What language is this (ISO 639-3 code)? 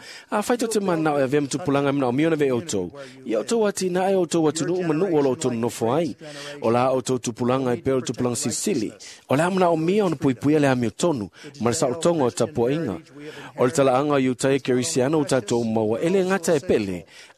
smo